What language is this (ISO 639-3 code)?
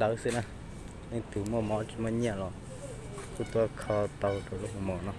hmn